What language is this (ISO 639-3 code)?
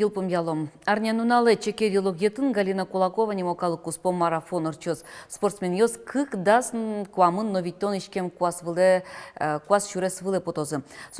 udm